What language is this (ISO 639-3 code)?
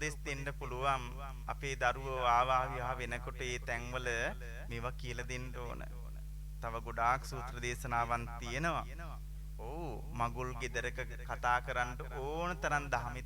sin